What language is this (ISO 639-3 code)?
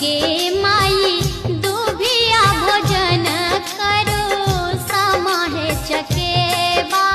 mai